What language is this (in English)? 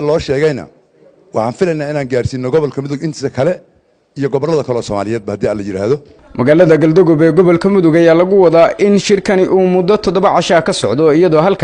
Somali